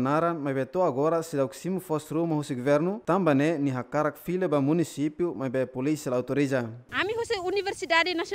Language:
Tetum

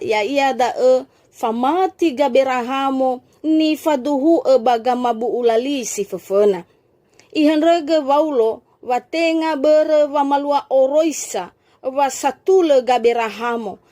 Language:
Nias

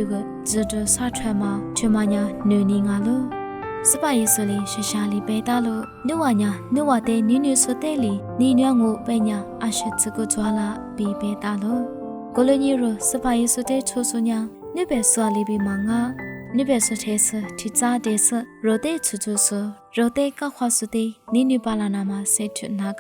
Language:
Lisu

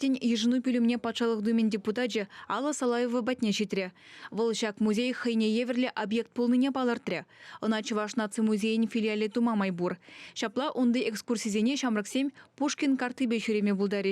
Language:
Chuvash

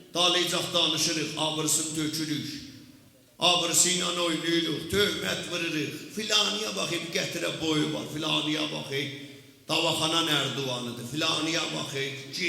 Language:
South Azerbaijani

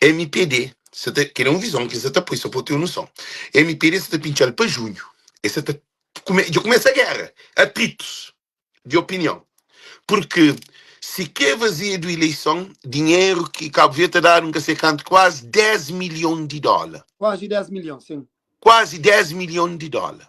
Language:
Kabuverdianu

